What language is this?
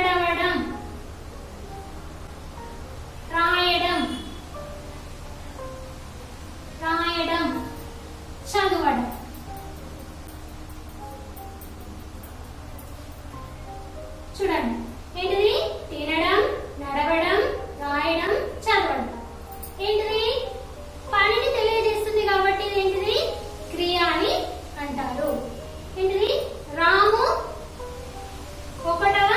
Telugu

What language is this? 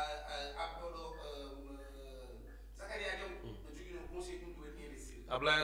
Fula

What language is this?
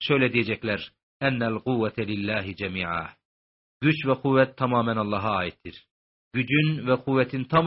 Turkish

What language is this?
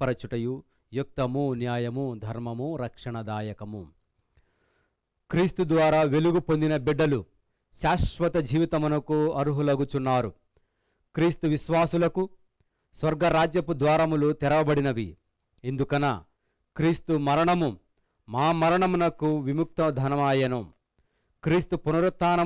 Telugu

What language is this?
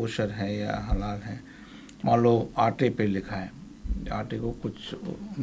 Hindi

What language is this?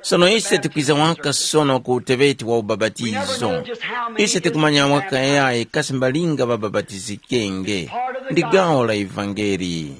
Tumbuka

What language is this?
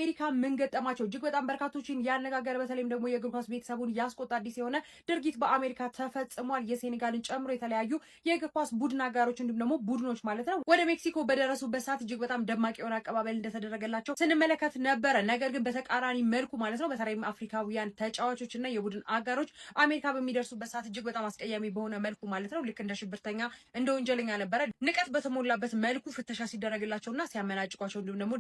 Amharic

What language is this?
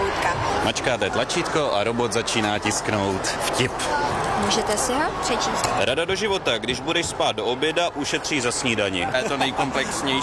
Czech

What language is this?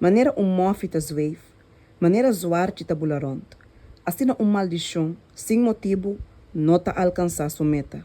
Papiamento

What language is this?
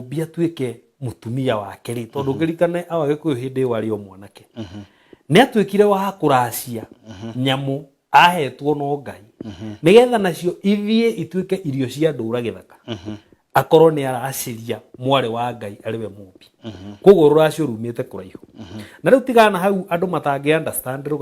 Kikuyu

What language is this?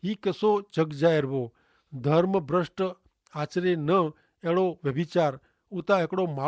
Kachhi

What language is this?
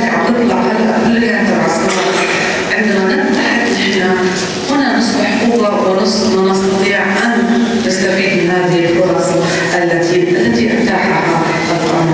North Levantine Arabic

